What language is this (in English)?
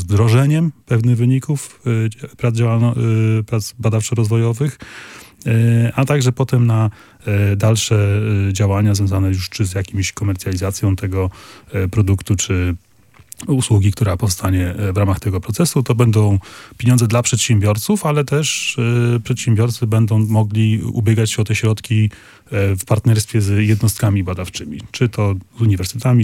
Polish